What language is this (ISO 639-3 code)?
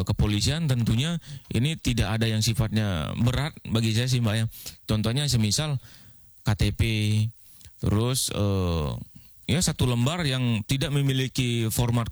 ind